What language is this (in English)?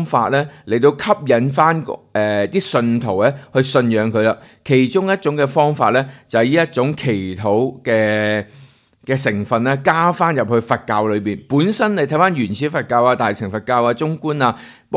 Cantonese